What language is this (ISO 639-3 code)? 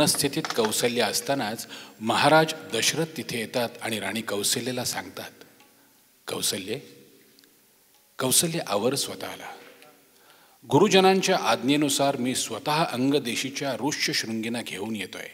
mar